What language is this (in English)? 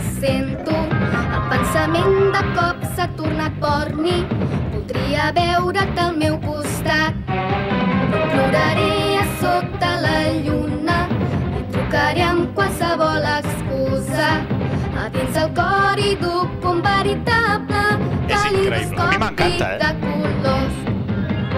Catalan